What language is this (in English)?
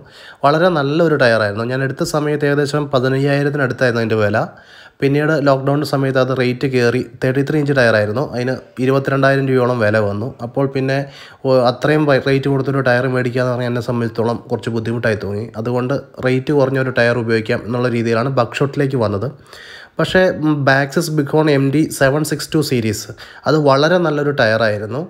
Malayalam